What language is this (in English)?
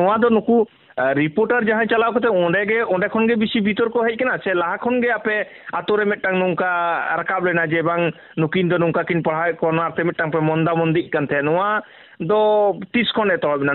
Santali